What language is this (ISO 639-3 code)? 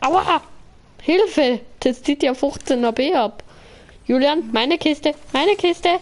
bar